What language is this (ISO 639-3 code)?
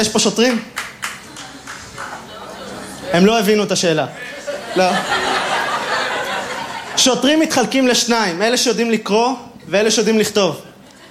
heb